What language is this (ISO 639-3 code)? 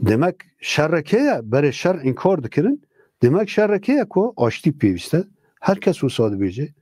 kur